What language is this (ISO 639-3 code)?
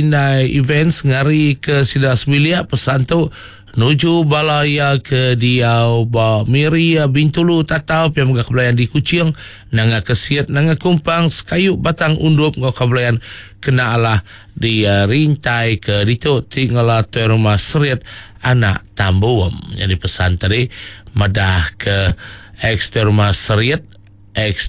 iba